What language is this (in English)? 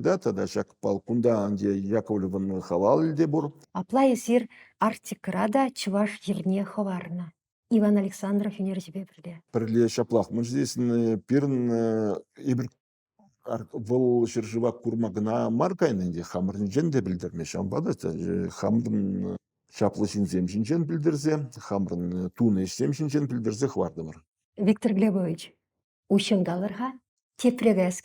Chuvash